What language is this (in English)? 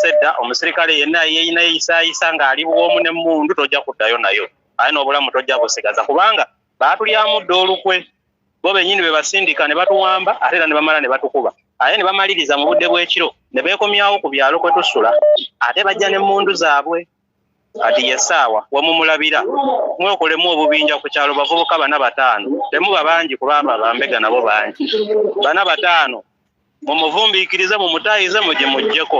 Ganda